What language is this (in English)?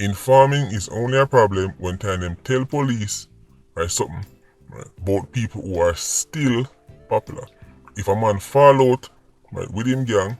Jamaican Creole English